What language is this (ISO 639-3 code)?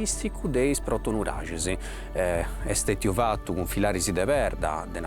srd